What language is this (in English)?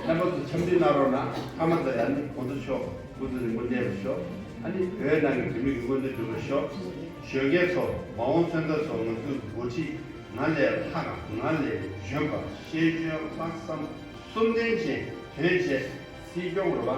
Tibetan